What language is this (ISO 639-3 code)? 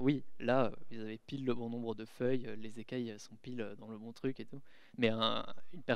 fra